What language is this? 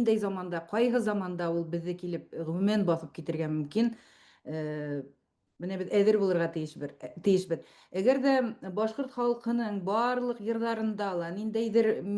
Bashkir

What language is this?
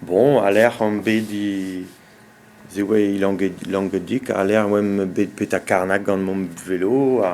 Breton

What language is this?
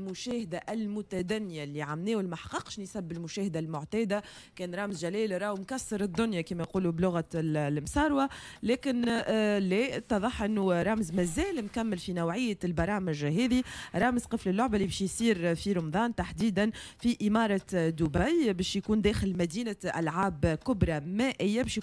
Tunisian Arabic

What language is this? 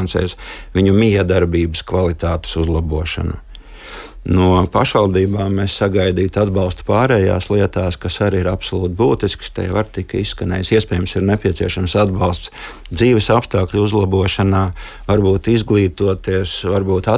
Latvian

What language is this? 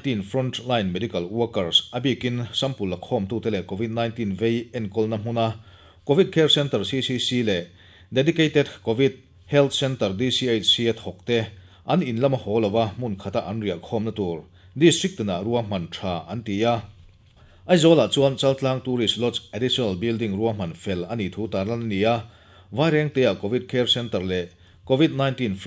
Mizo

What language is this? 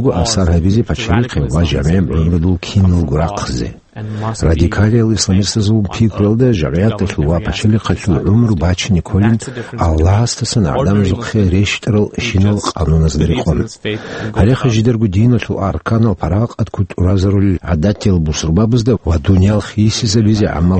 Avaric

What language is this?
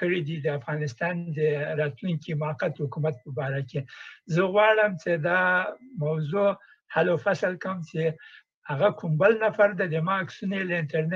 Pashto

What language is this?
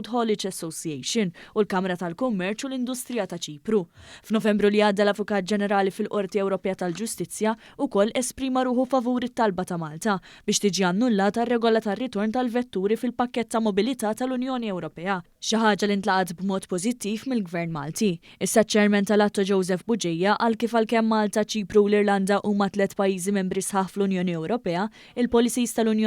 Maltese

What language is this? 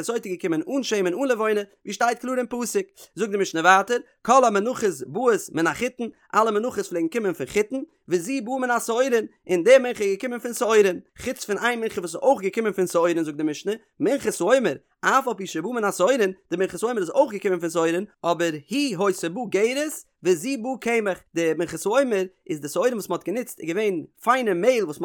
Yiddish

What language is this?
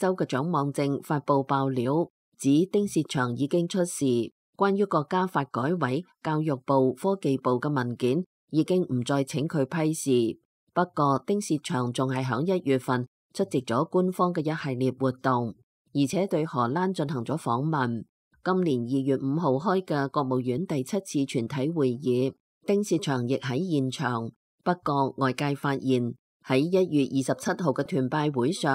Cantonese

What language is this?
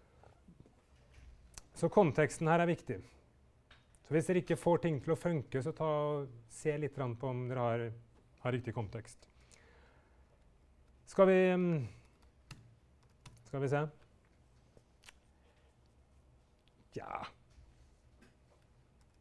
Norwegian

